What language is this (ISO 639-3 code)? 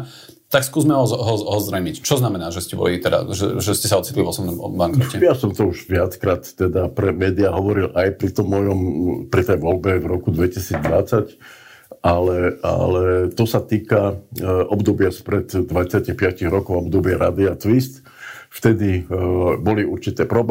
slk